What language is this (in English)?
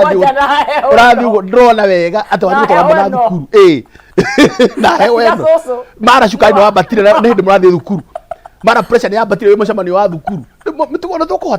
Kikuyu